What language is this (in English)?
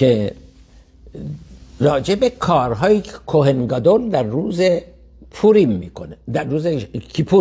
Persian